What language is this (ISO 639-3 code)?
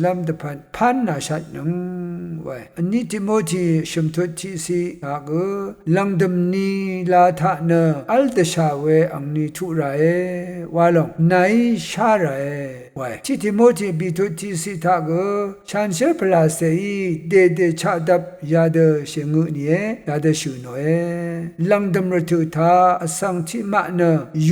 raw